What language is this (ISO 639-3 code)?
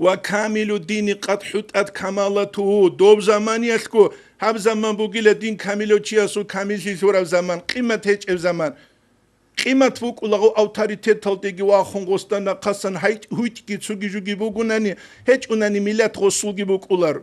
ava